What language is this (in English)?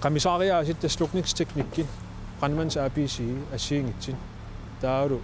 Kalaallisut